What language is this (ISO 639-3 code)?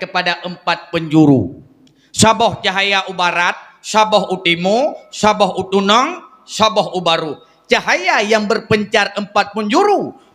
ace